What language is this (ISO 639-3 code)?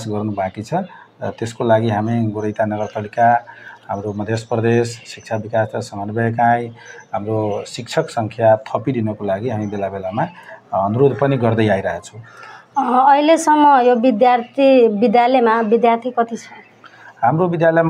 nep